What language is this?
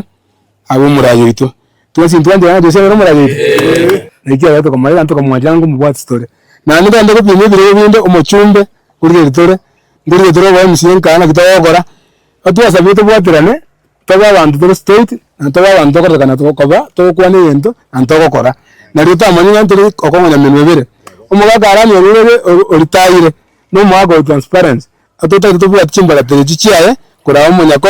Gusii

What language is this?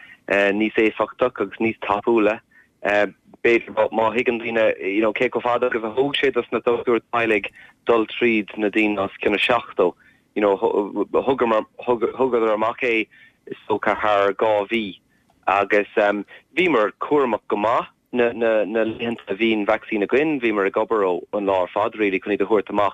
Irish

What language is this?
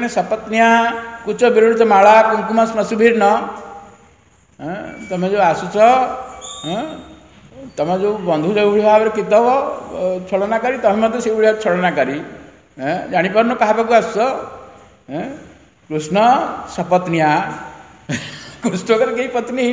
Odia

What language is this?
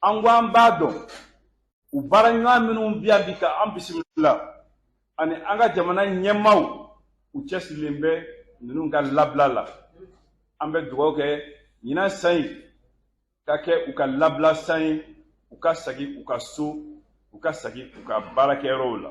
Bambara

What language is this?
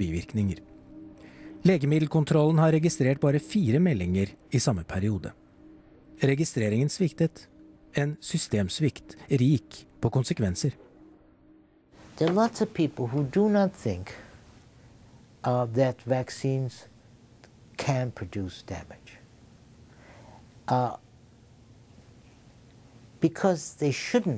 Norwegian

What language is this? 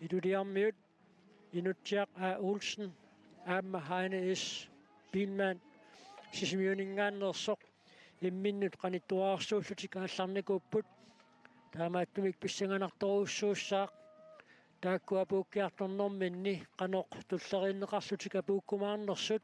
Kalaallisut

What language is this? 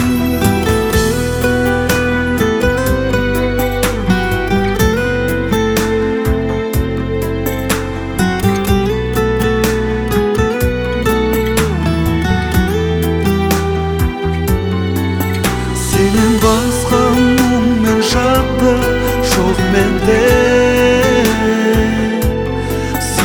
Kazakh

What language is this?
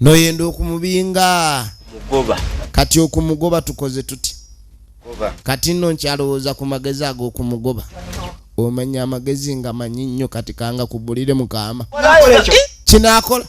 Ganda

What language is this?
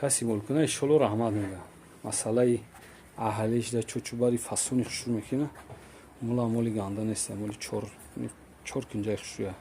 Tajik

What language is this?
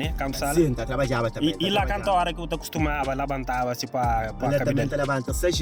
Kabuverdianu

